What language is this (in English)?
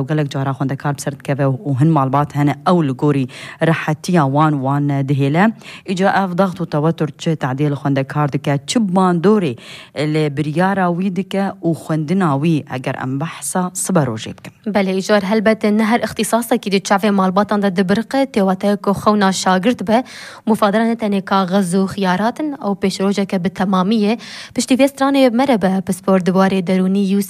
Kurdish